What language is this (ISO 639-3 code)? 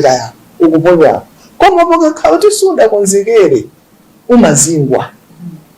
nya